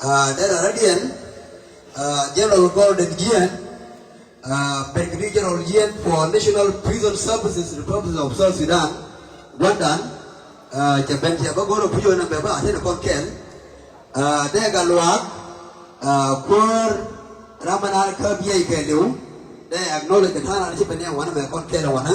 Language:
Nuer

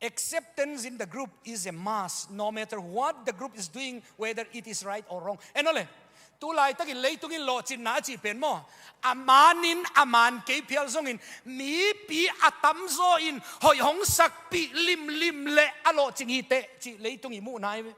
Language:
Tedim Chin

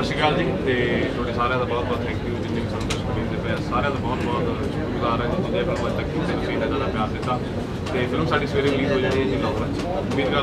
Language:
Punjabi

